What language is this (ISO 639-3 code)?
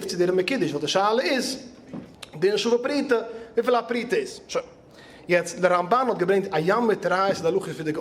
yid